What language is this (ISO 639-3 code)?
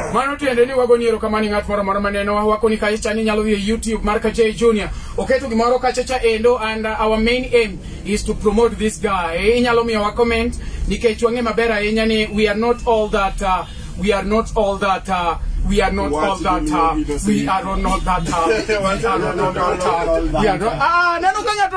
luo